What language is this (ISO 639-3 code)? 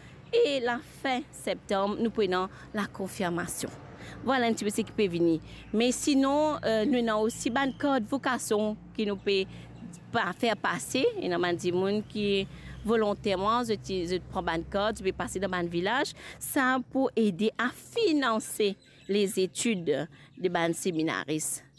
mfe